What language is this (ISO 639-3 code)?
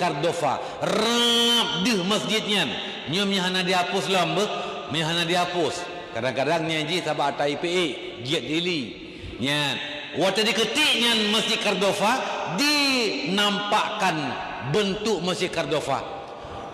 ace